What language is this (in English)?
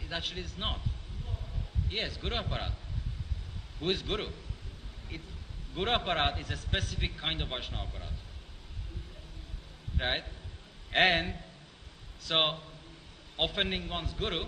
English